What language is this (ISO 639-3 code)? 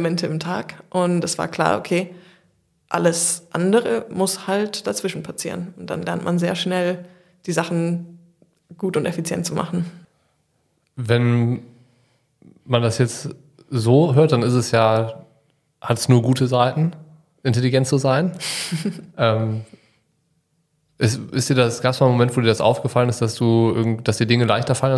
deu